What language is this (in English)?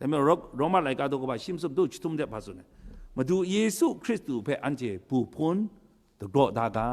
Kachin